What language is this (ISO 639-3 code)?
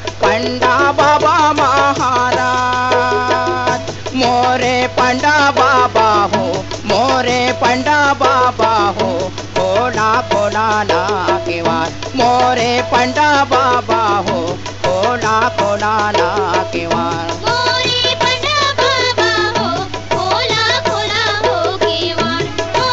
bho